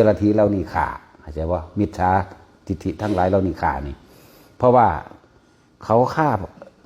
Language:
Northeastern Thai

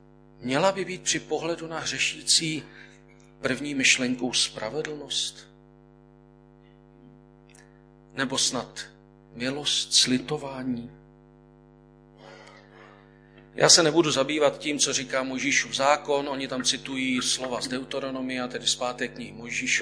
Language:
Czech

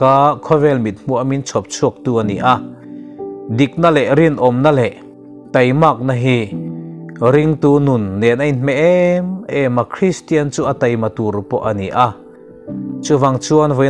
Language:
Mizo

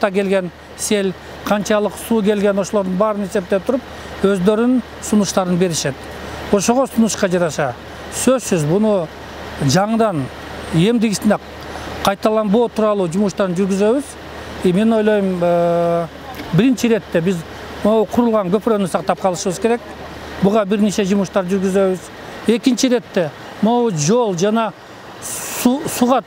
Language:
Kyrgyz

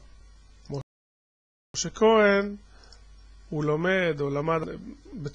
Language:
Hebrew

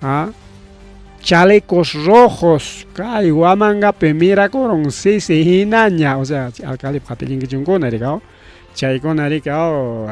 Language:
Ayacucho Quechua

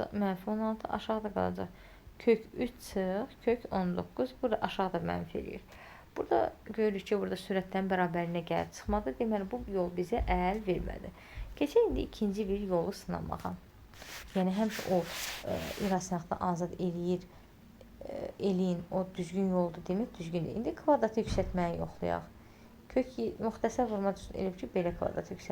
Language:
Azerbaijani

